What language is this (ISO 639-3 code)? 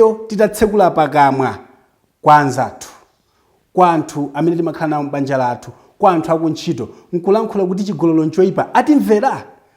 nya